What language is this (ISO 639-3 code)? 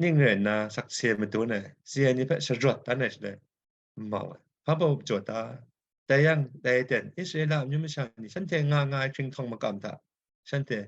kac